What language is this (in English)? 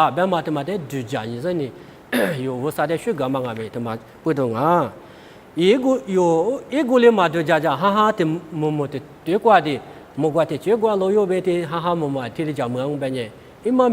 Lisu